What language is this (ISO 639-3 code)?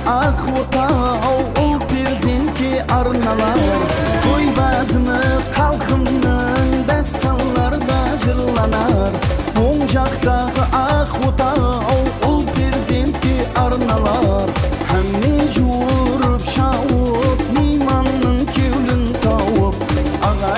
kaa